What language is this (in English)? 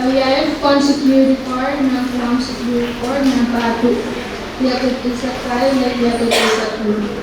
Pohnpeian